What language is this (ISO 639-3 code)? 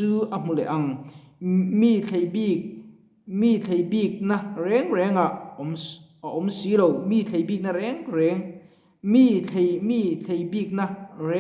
lus